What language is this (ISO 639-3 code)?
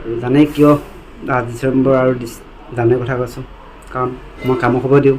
asm